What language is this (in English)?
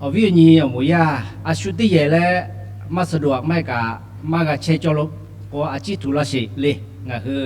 Lahu